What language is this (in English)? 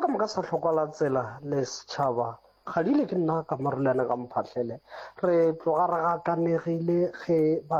Northern Sotho